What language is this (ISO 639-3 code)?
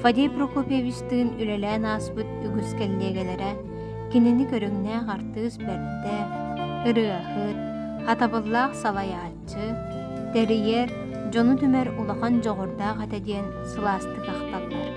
sah